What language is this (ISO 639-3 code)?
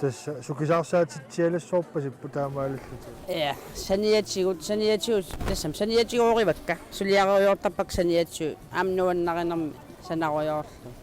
kal